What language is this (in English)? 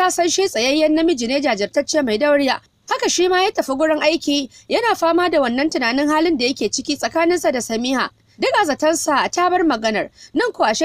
Hausa